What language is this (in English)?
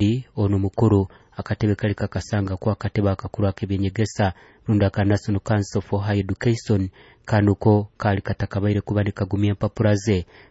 Nyoro